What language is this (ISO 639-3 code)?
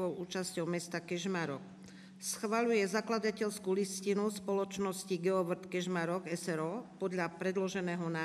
slk